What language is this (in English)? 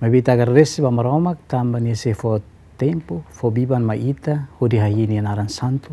Tetum